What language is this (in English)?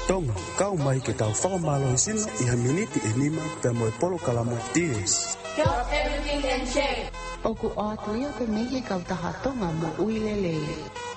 Tongan